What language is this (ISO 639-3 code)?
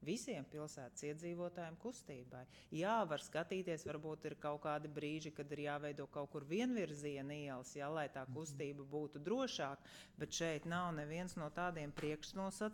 lav